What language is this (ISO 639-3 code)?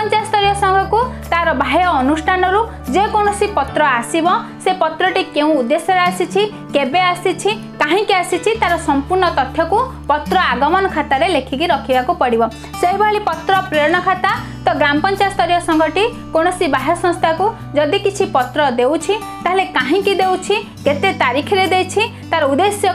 ori